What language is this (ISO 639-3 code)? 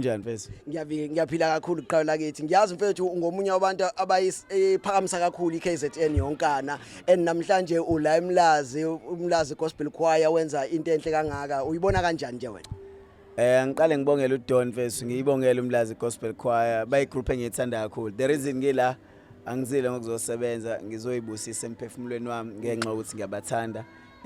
zul